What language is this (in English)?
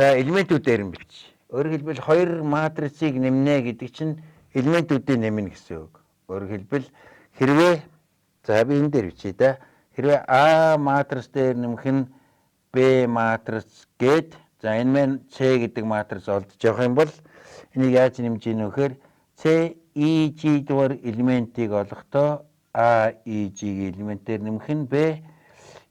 Mongolian